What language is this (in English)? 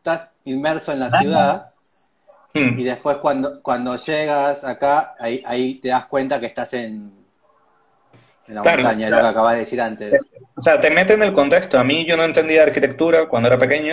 Spanish